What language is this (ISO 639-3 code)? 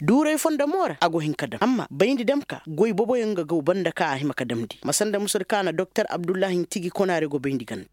ses